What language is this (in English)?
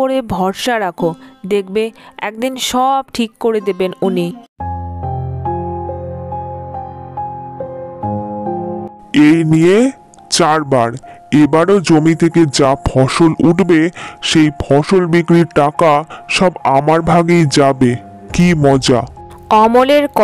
Bangla